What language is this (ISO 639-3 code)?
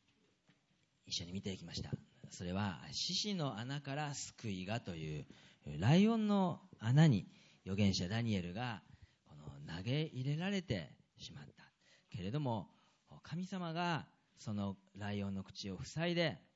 jpn